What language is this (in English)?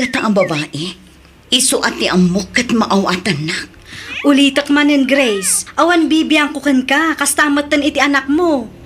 Iloko